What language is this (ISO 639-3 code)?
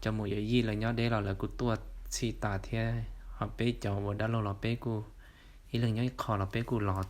hmn